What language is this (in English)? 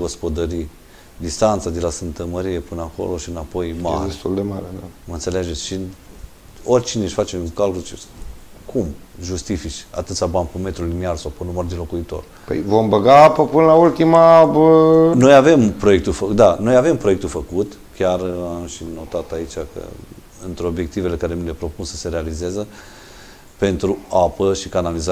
Romanian